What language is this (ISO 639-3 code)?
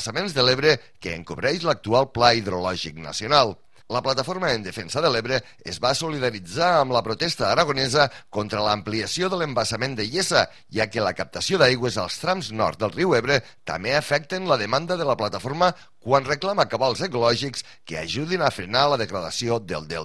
cat